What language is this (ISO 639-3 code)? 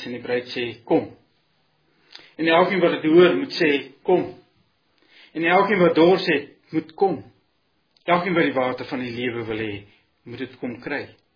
afr